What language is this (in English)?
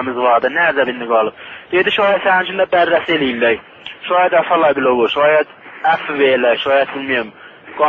South Azerbaijani